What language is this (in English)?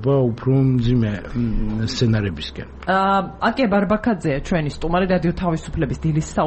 Georgian